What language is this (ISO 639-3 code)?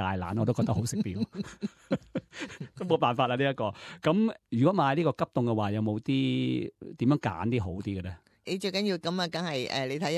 yue